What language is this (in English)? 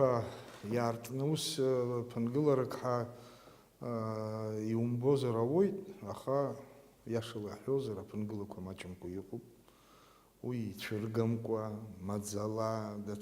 Abkhazian